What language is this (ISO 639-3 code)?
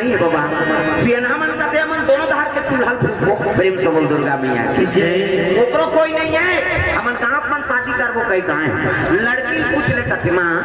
hne